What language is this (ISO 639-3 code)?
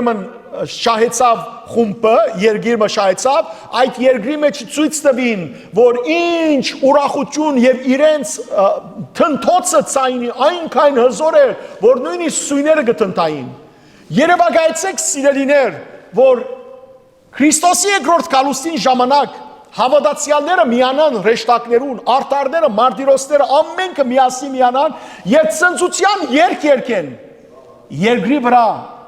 hyw